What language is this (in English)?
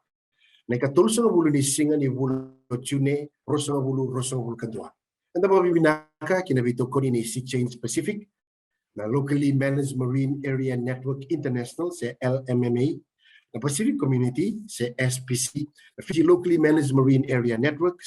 Fijian